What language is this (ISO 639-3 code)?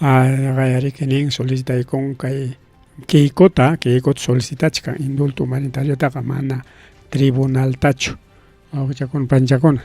quy